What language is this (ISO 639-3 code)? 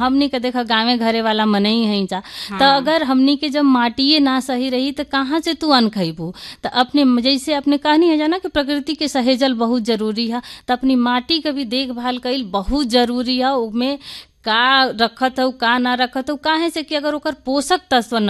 bho